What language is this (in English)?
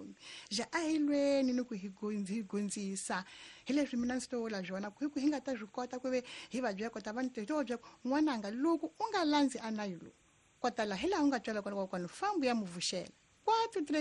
Tsonga